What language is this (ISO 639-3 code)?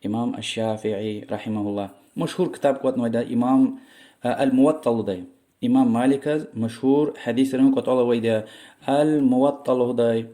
lez